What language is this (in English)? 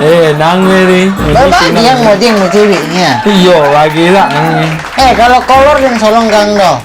Minangkabau